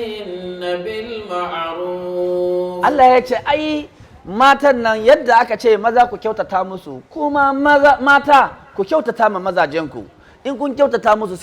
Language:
Hausa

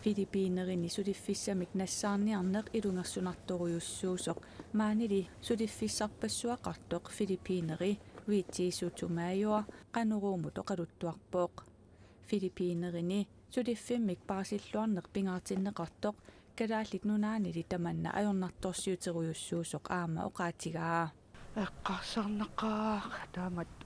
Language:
Kalaallisut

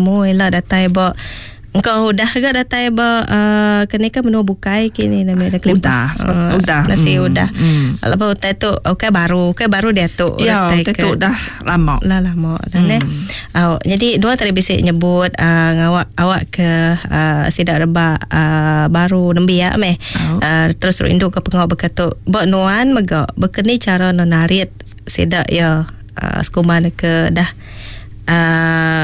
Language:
Iban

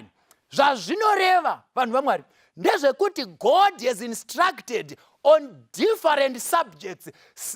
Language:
Shona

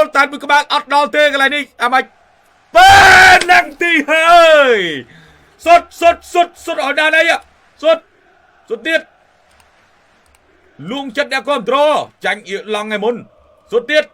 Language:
Khmer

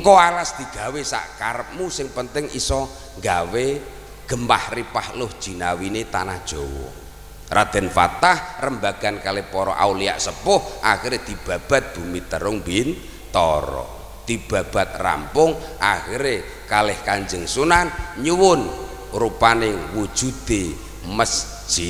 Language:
Javanese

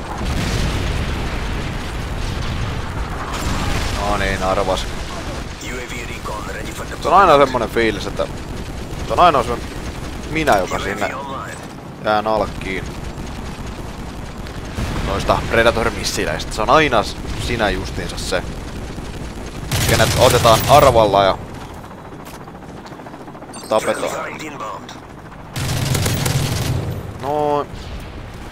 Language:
Finnish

